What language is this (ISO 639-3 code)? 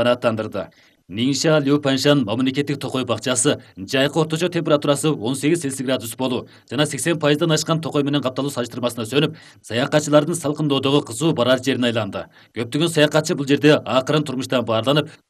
kir